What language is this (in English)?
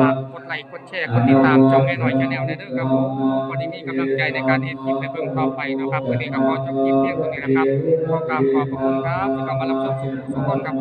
Northeastern Thai